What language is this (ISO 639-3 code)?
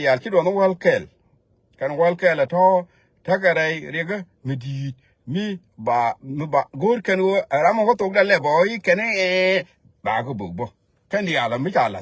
nus